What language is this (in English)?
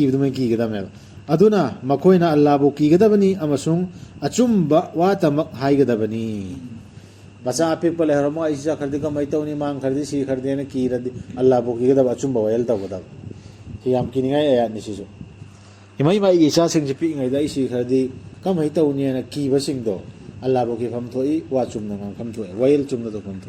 Manipuri